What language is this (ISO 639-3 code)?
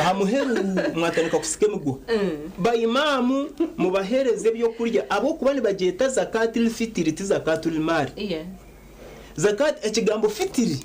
nyn